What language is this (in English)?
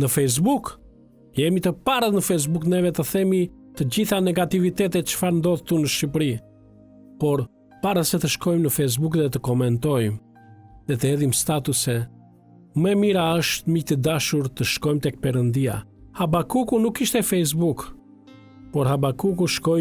Albanian